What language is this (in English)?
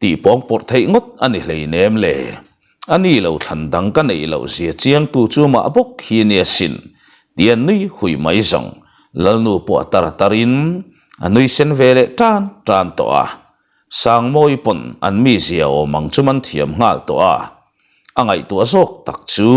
Mizo